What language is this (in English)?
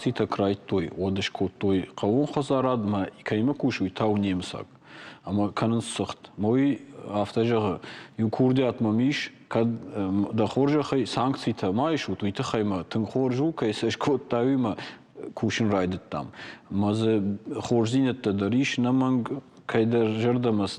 Ossetic